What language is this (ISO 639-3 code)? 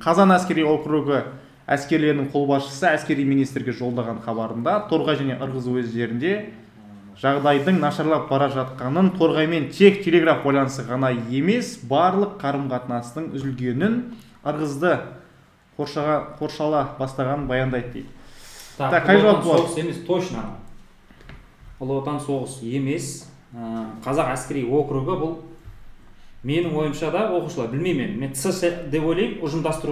kaz